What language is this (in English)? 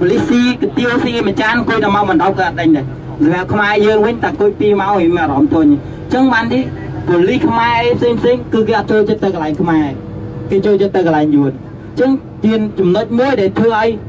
Khmer